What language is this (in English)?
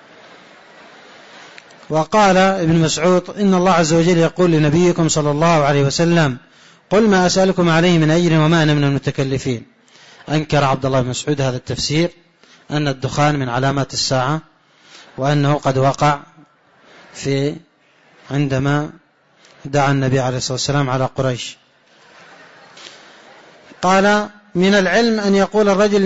Arabic